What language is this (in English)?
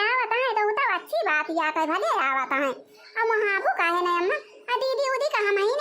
Awadhi